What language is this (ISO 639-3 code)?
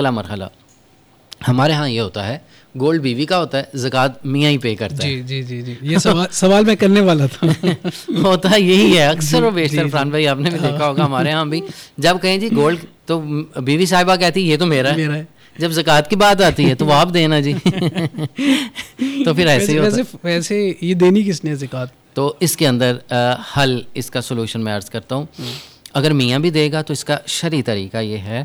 urd